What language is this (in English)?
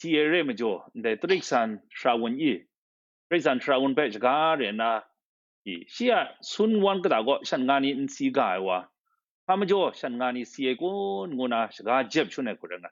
Kachin